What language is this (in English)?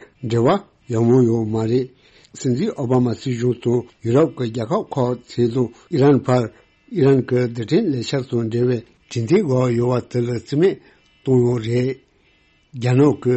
Tibetan